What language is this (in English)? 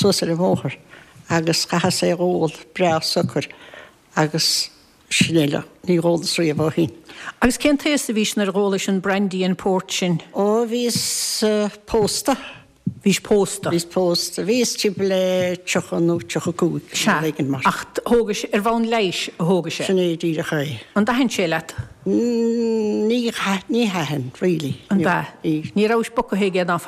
Irish